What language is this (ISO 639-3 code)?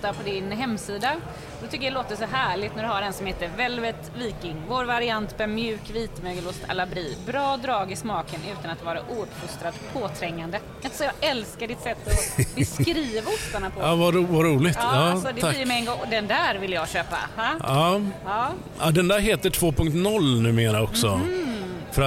swe